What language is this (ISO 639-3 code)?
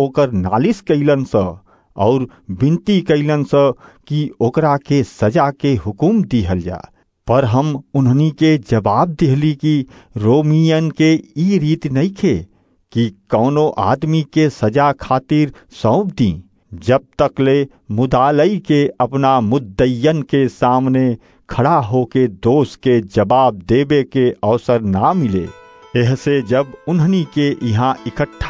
bho